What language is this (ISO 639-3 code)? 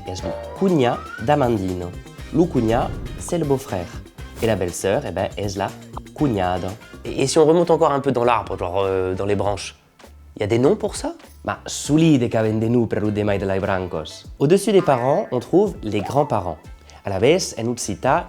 oci